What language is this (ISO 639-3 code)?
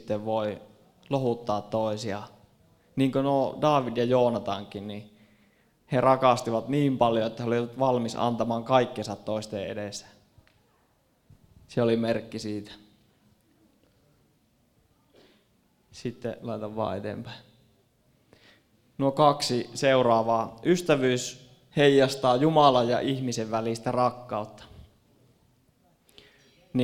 fin